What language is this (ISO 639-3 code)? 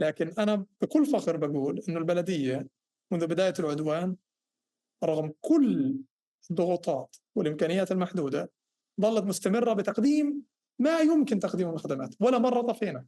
apc